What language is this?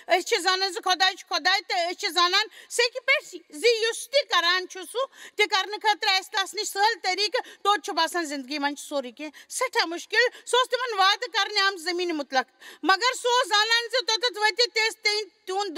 Kashmiri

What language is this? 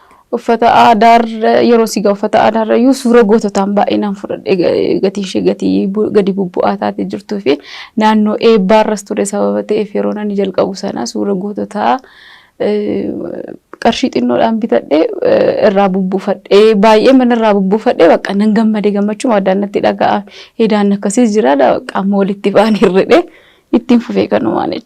Oromo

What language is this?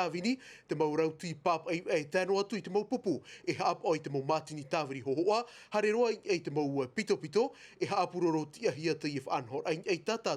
Tahitian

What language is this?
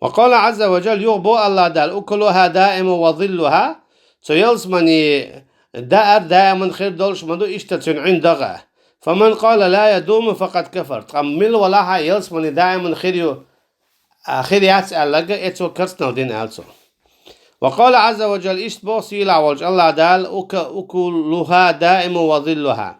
Chechen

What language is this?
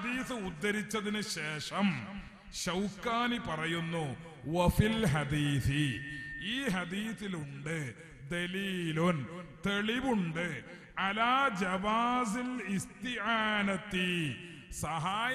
Malayalam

